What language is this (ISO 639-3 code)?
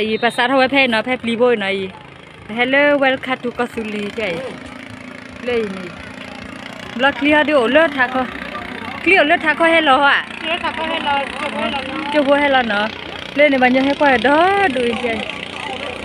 ksw